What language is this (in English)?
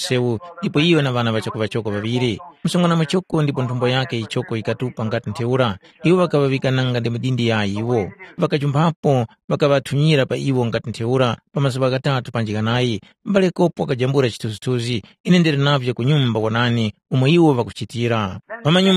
Tumbuka